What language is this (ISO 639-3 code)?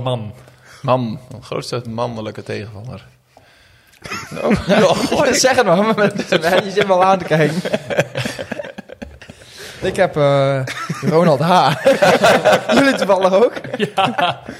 nld